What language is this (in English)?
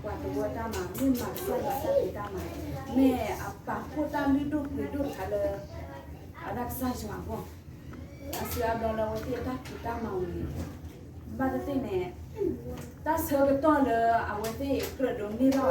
S'gaw Karen